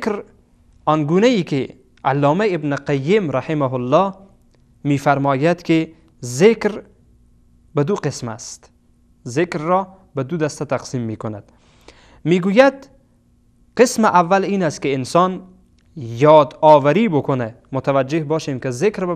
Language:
Persian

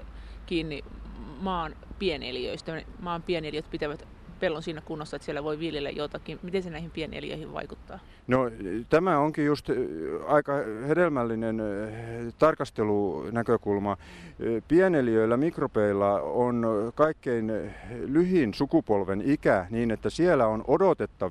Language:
Finnish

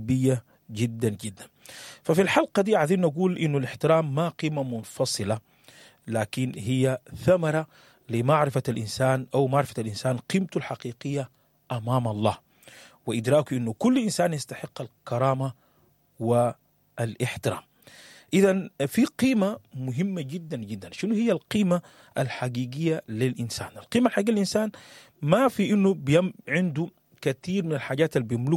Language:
Sudanese Arabic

